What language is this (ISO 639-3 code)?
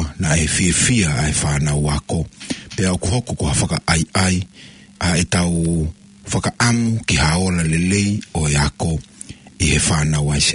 ton